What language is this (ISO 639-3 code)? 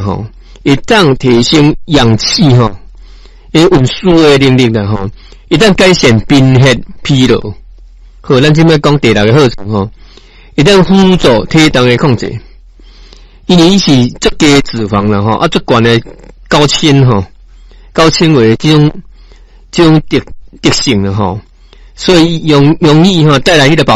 nan